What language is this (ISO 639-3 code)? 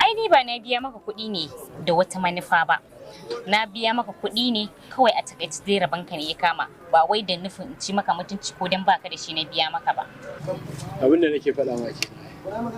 hau